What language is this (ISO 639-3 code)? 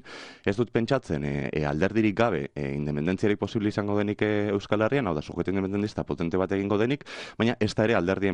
eus